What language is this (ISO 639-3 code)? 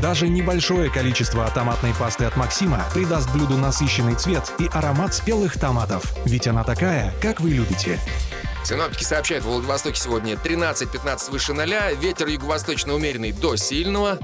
rus